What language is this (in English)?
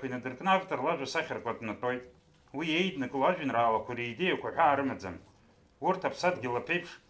Abkhazian